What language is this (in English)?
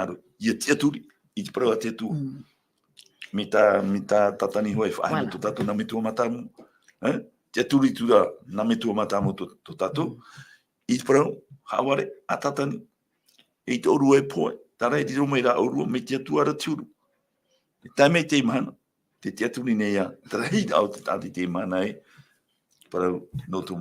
Tahitian